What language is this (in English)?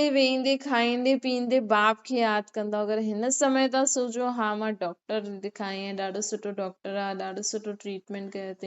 Sindhi